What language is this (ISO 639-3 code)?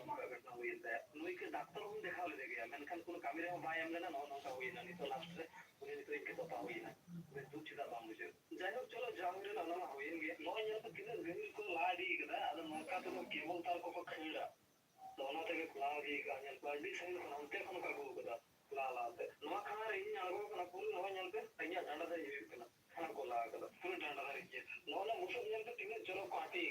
sat